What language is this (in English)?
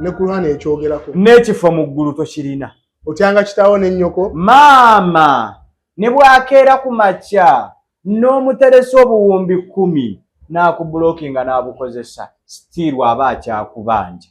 Ganda